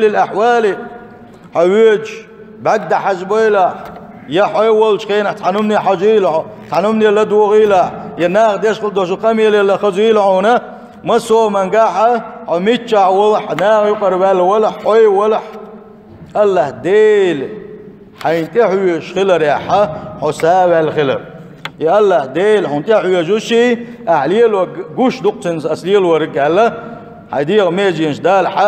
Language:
Chechen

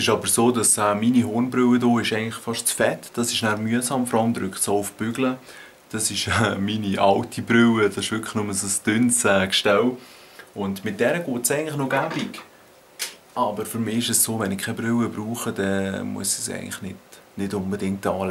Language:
Swiss German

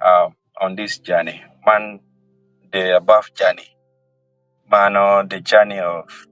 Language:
Acoli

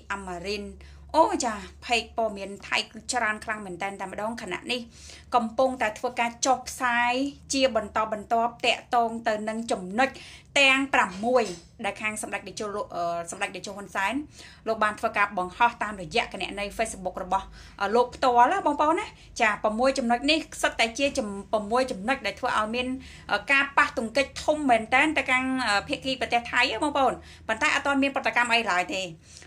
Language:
Khmer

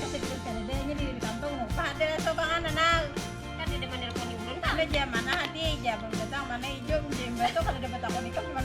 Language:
Banjar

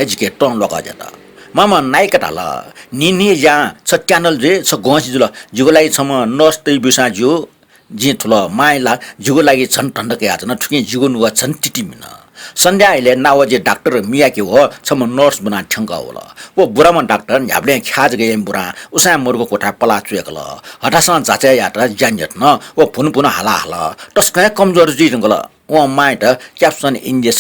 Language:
Newari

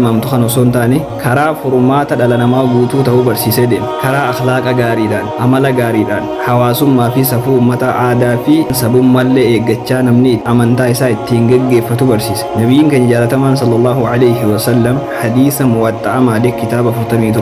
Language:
Oromo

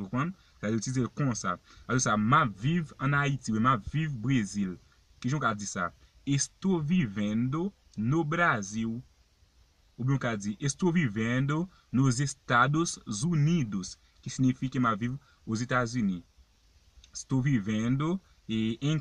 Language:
Haitian Creole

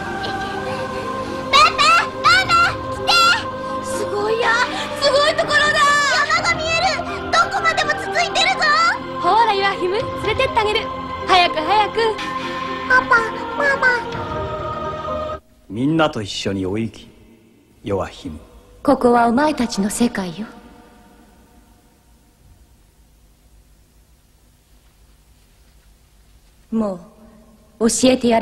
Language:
Japanese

